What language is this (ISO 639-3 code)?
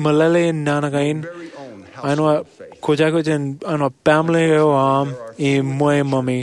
mah